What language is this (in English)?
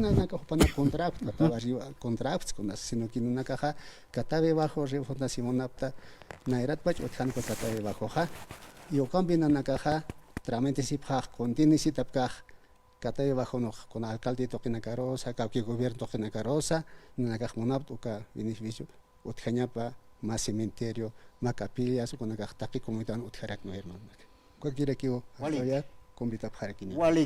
Aymara